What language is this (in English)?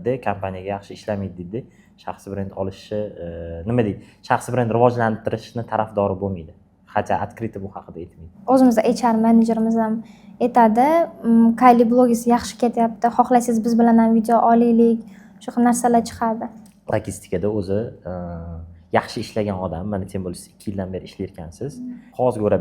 Uzbek